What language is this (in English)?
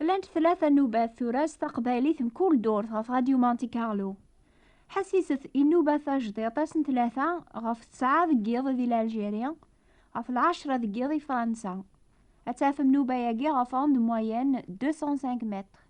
Kabyle